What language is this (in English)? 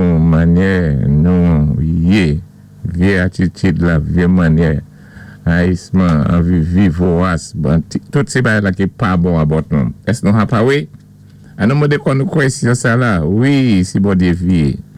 Saint Lucian Creole French